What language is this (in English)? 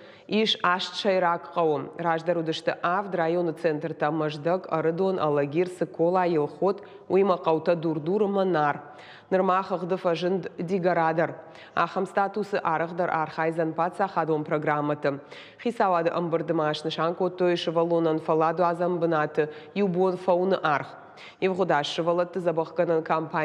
Ossetic